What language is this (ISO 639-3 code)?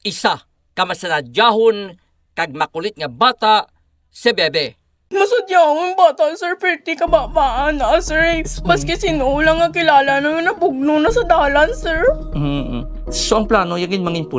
hil